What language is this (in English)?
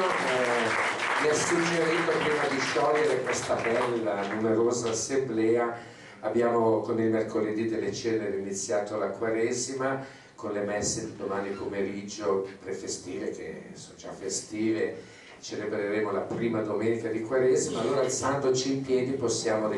Italian